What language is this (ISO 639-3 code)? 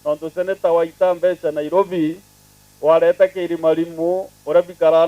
mer